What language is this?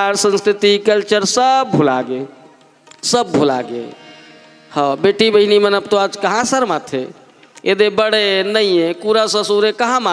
Chhattisgarhi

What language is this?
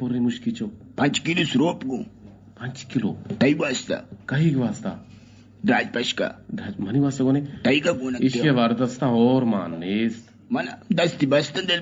Eastern Balochi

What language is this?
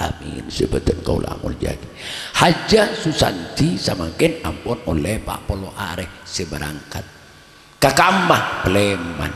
Madurese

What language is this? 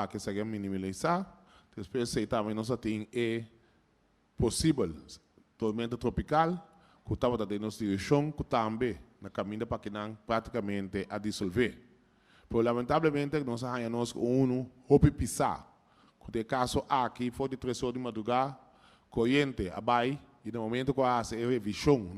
Papiamento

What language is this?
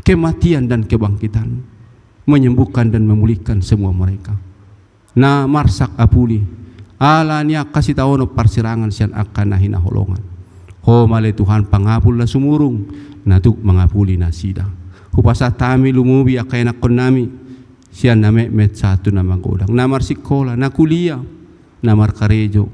Batak Toba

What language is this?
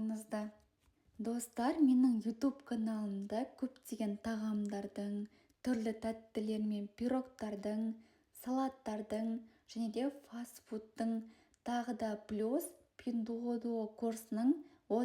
Kazakh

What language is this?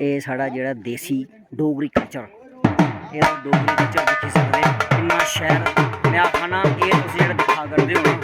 Dogri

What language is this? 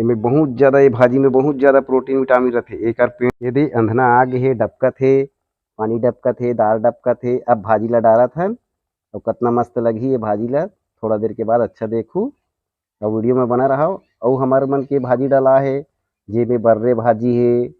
Chhattisgarhi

